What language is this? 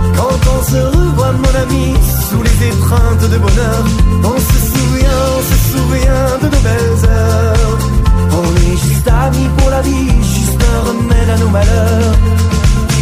French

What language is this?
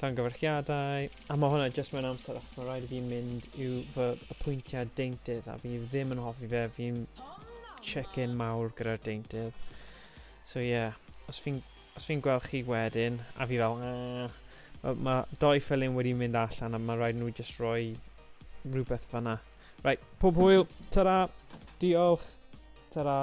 Welsh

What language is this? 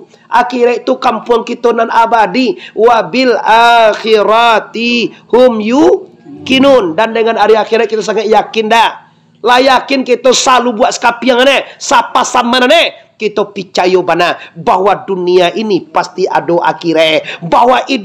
Minangkabau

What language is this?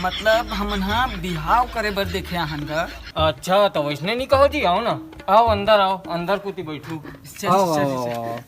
Chhattisgarhi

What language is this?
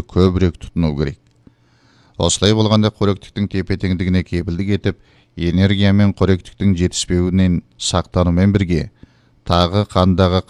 Kazakh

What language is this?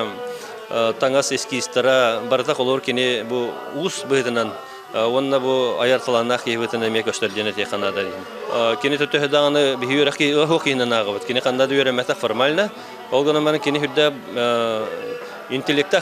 Yakut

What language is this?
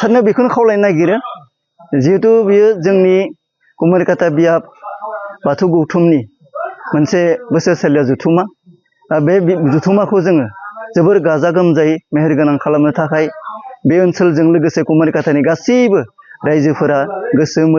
Bodo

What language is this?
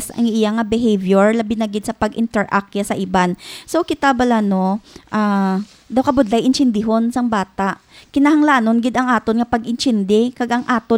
Hiligaynon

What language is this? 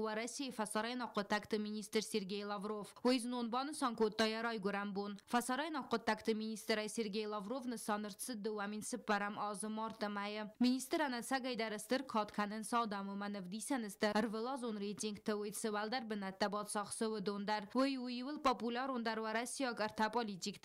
Ossetic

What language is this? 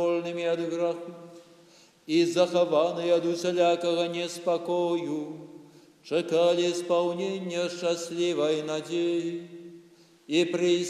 Belarusian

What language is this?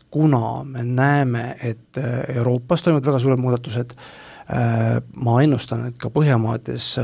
Estonian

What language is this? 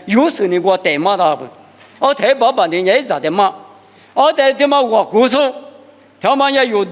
Lisu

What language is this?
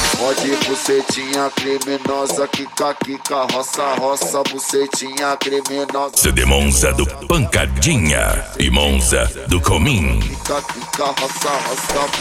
Portuguese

